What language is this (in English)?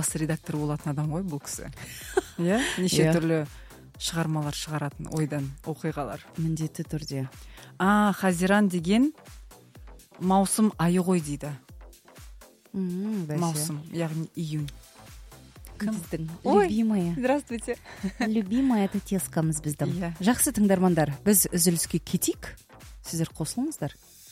Kazakh